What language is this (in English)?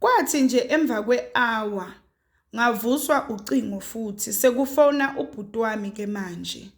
Zulu